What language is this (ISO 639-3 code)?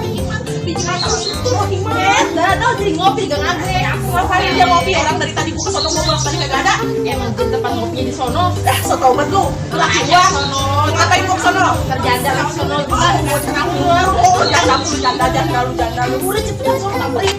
bew